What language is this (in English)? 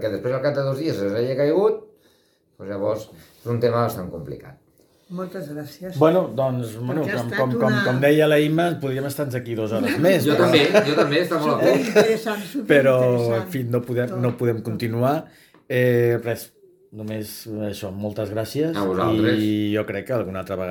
Catalan